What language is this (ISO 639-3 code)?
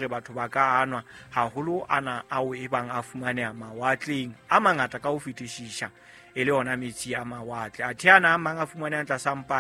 sot